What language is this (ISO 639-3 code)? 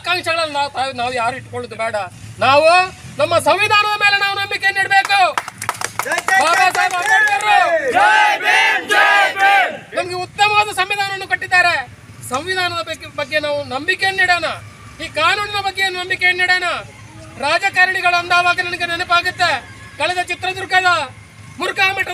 kan